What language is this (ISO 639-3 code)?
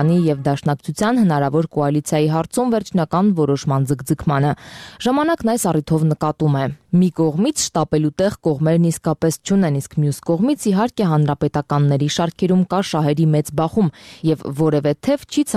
hye